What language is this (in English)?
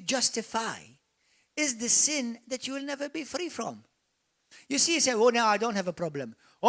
English